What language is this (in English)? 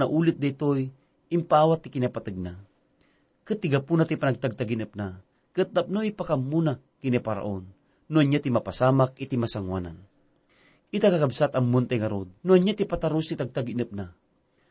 Iloko